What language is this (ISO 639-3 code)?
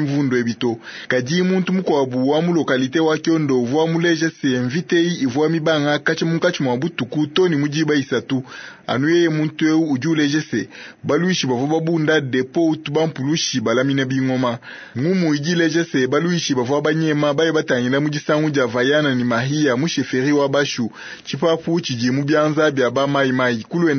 lua